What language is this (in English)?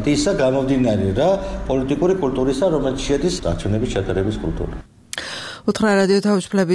Georgian